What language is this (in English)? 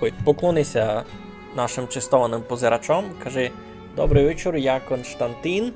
Rusyn